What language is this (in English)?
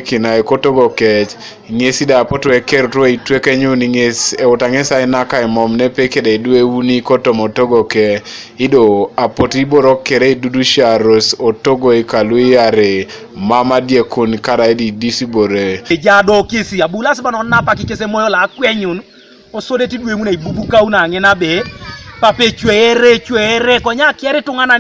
Teso